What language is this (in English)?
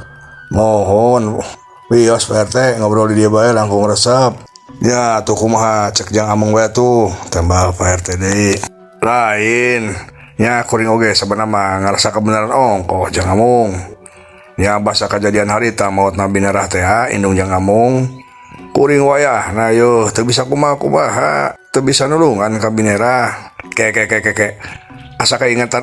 Sundanese